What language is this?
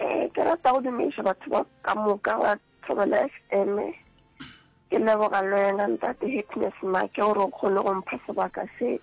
Northern Sotho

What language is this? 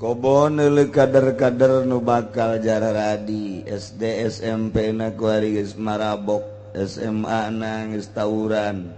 Sundanese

